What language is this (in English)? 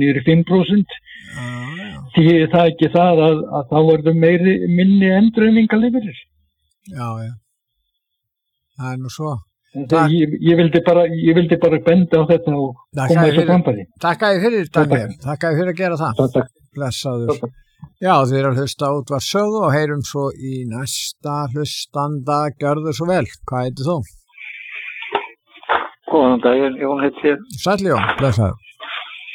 Icelandic